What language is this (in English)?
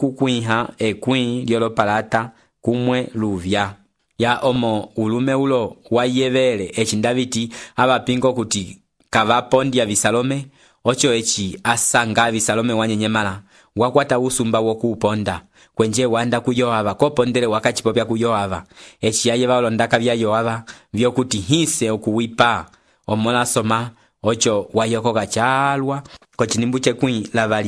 Umbundu